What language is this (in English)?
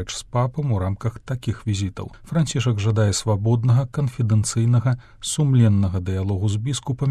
Belarusian